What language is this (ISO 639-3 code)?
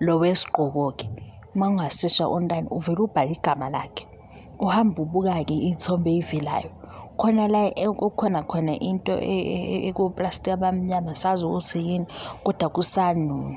zul